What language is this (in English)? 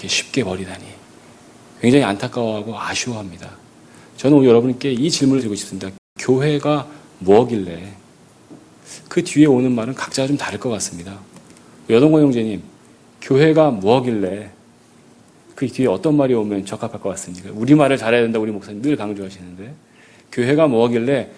Korean